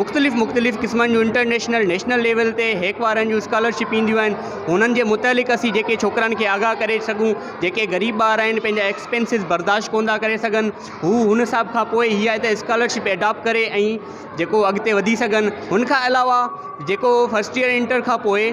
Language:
Sindhi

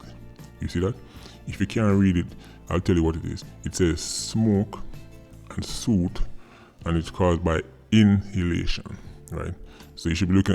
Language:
Jamaican Creole English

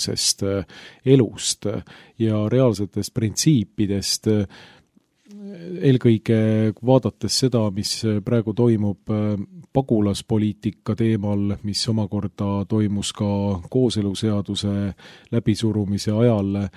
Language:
Estonian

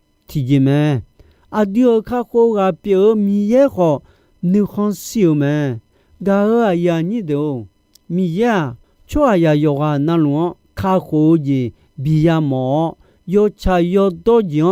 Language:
Akha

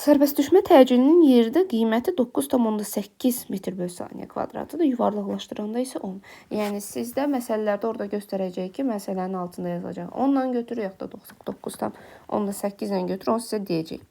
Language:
Azerbaijani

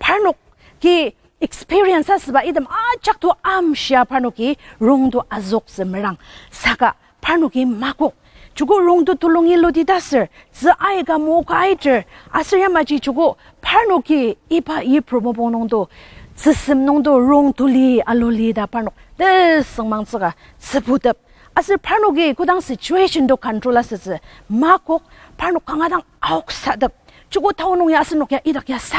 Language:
Ao Naga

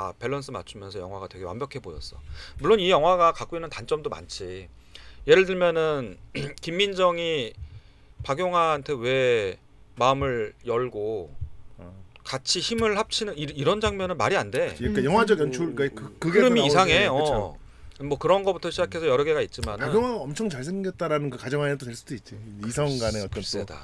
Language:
Korean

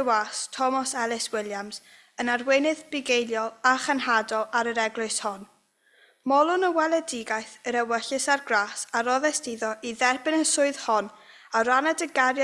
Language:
Welsh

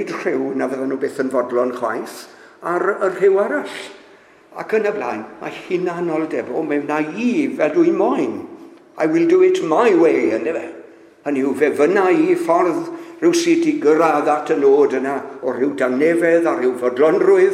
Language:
Welsh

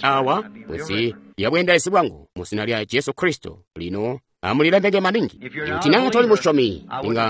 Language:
Tonga (Zambia)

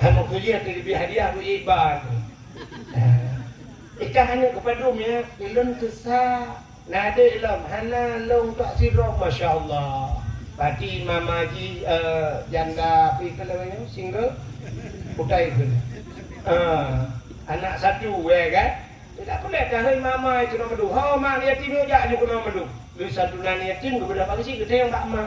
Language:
Achinese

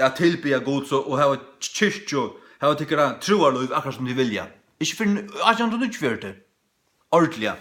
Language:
Faroese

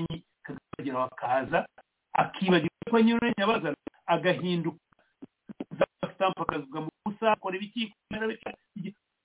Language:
Kinyarwanda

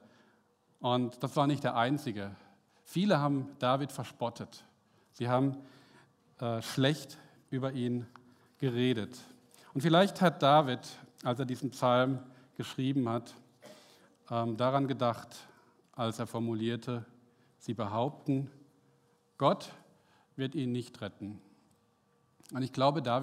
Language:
German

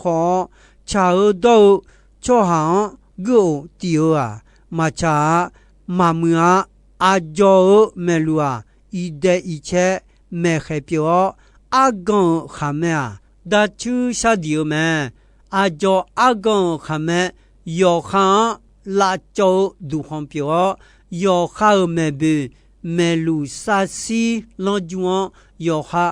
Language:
Akha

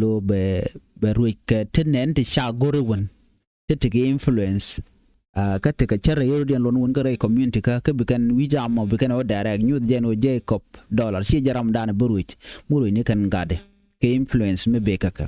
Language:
Nuer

